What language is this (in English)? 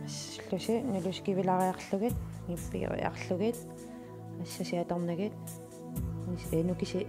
Kalaallisut